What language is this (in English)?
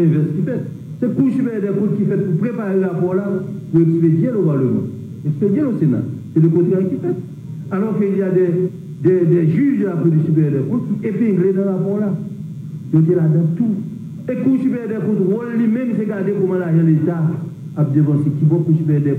Haitian Creole